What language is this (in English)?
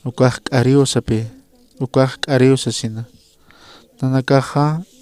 Aymara